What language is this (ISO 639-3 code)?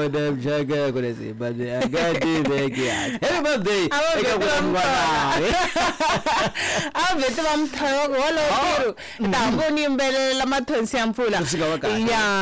tso